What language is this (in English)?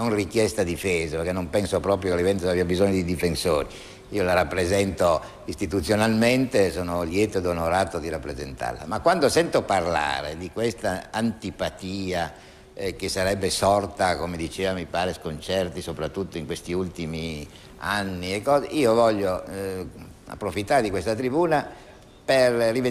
Italian